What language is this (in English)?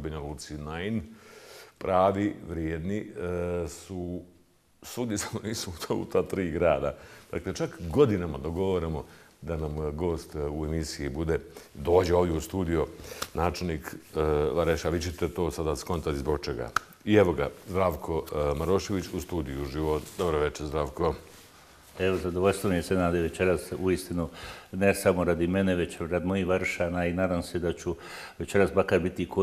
Bosnian